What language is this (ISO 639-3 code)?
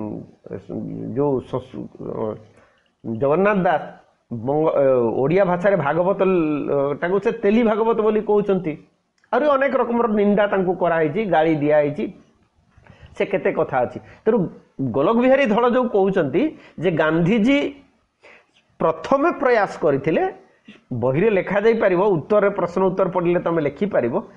ori